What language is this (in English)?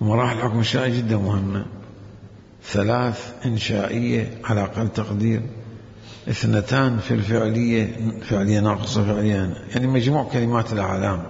Mesopotamian Arabic